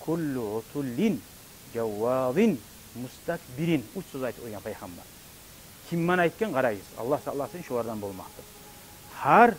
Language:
Kumyk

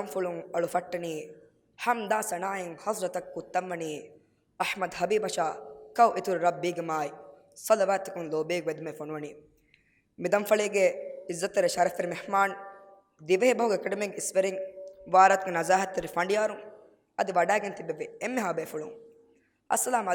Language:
Divehi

